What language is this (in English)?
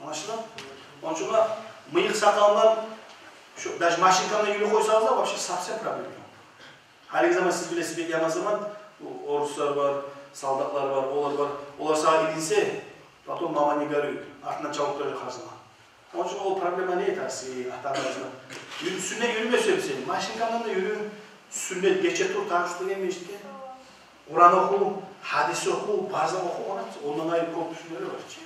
Kumyk